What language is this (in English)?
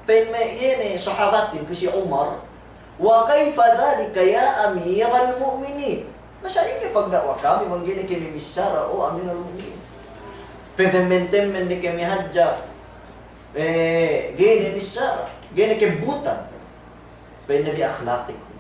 Yakan